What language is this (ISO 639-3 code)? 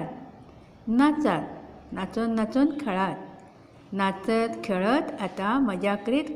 kok